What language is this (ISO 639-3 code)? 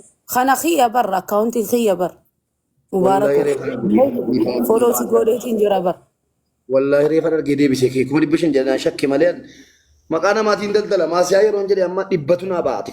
orm